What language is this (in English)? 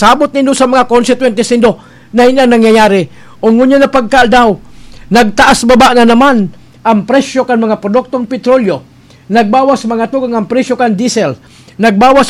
Bikol